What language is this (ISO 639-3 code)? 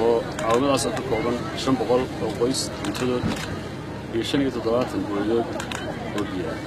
som